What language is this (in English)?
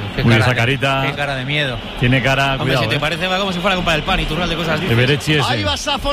Spanish